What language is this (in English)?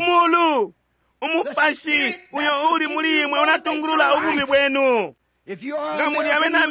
Bemba